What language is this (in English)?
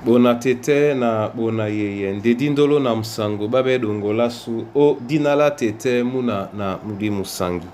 Duala